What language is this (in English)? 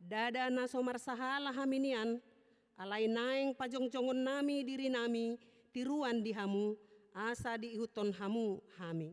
Batak Toba